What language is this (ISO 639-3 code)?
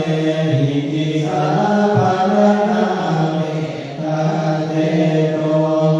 pli